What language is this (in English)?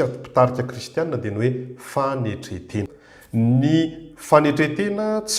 Malagasy